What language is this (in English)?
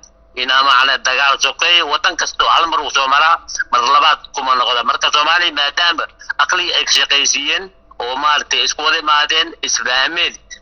Somali